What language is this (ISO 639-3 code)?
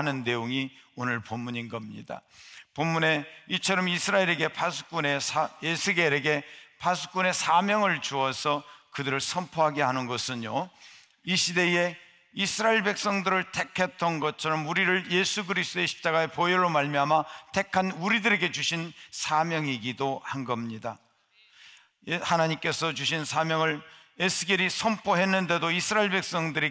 kor